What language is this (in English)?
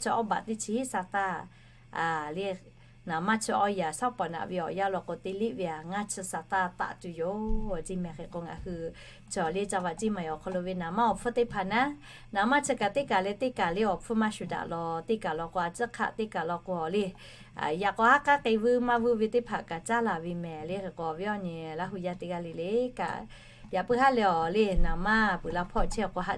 Lahu